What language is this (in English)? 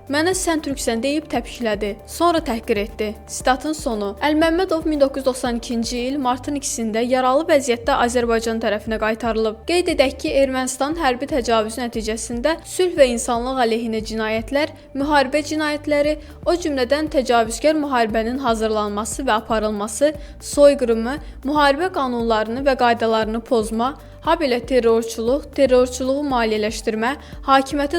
Azerbaijani